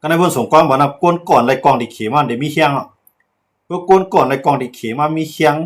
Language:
Shan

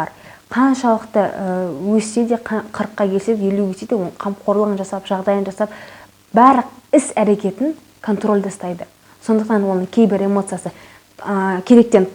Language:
Kazakh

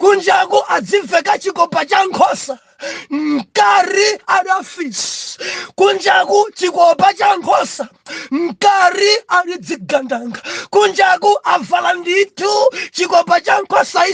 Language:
Nyanja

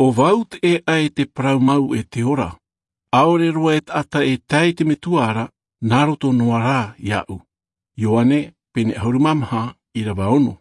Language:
Tahitian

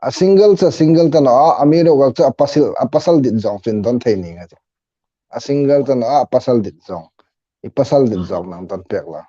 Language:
Hmar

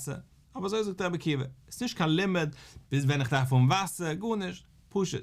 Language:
Yiddish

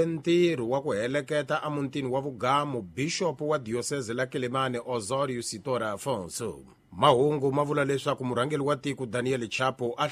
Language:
Tsonga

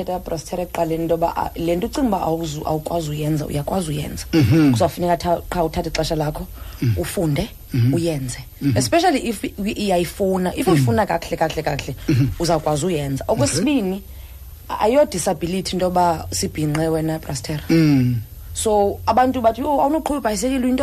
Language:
Xhosa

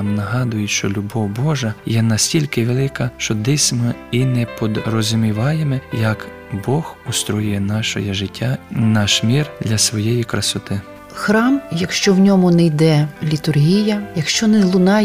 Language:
Ukrainian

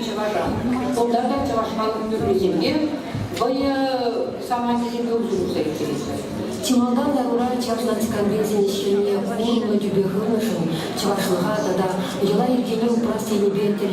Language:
Chuvash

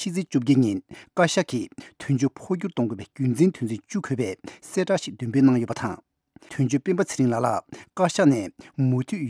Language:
Tibetan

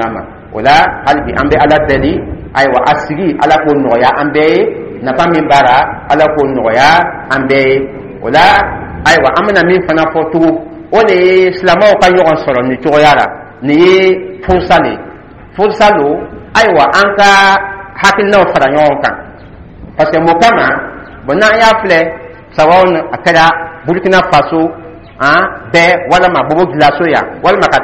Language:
Dyula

